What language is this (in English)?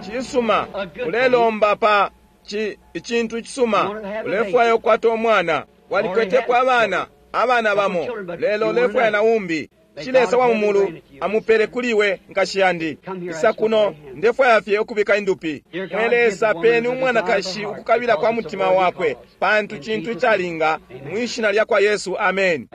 Bemba